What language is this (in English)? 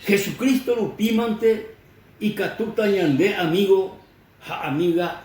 Guarani